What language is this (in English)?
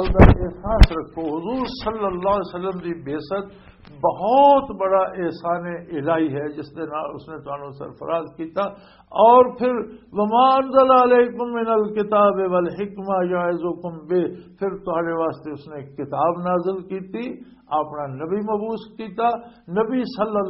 Western Panjabi